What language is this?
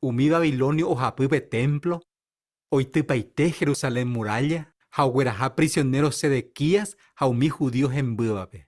Guarani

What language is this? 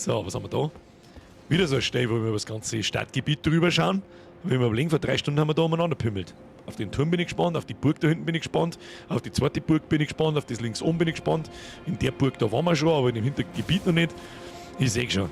Bavarian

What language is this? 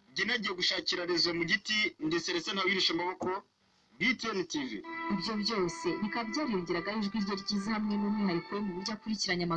Kinyarwanda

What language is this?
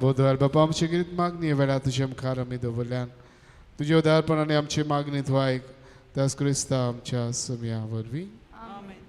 Konkani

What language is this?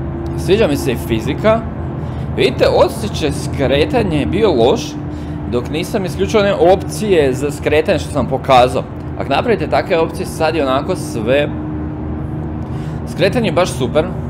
Croatian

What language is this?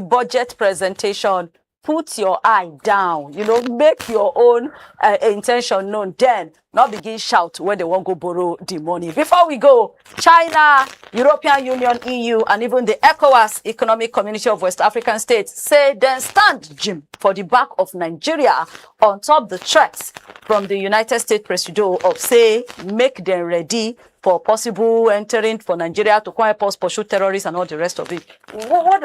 Nigerian Pidgin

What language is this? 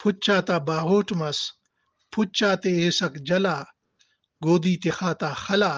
Brahui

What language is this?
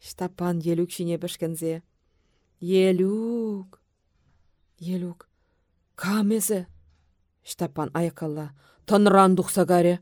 Chuvash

